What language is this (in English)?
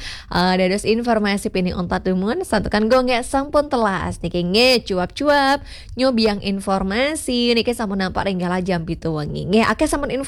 Balinese